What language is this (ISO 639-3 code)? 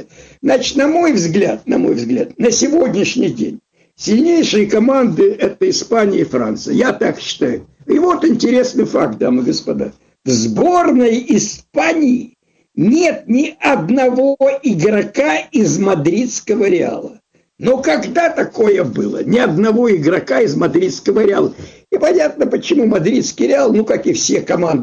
rus